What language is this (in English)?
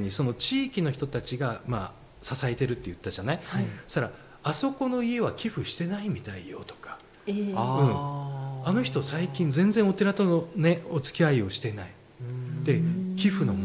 Japanese